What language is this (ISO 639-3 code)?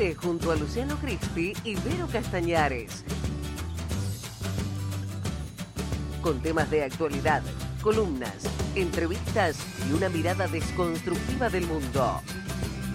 spa